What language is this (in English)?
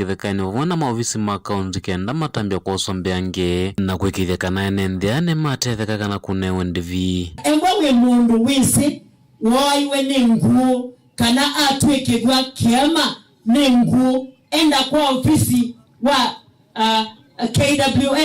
Kamba